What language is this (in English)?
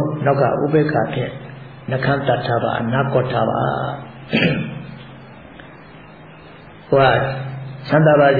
Burmese